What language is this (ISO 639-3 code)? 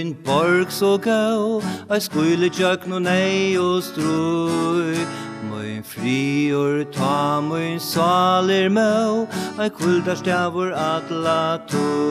fao